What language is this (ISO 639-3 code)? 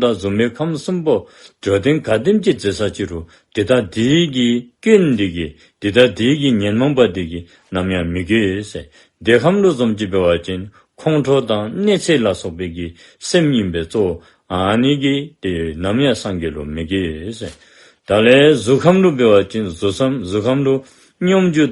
dzo